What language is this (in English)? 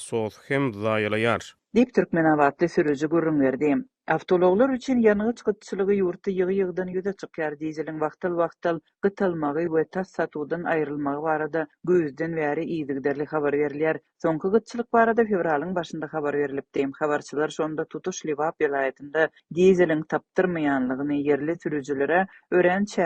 Turkmen